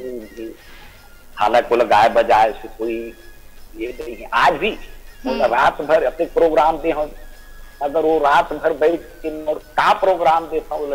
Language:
Chhattisgarhi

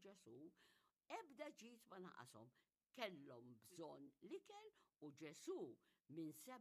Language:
Maltese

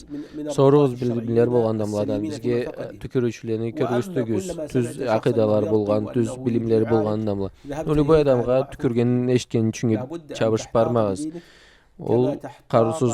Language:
Karachay-Balkar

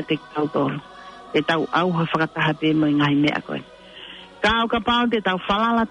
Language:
Tongan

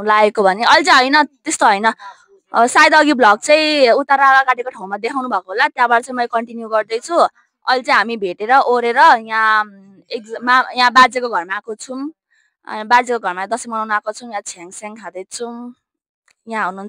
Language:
Nepali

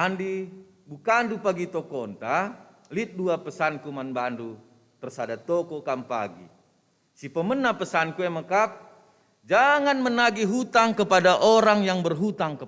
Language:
Batak Karo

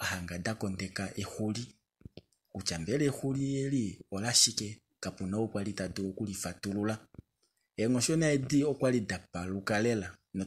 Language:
Kuanyama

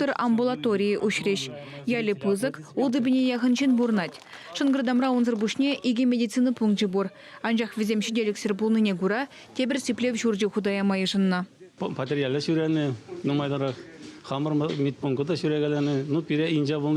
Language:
Chuvash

